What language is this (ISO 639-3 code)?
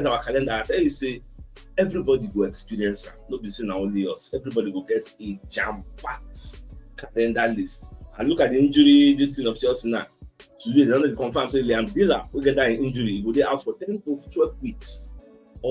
pcm